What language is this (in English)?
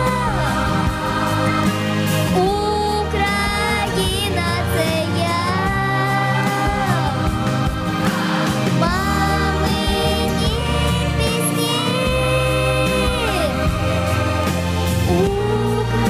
Ukrainian